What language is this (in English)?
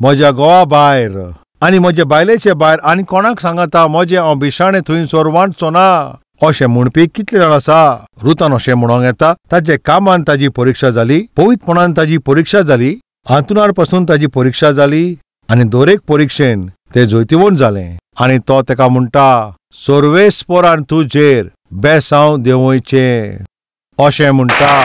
Konkani